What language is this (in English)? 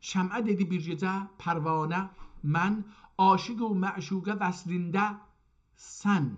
South Azerbaijani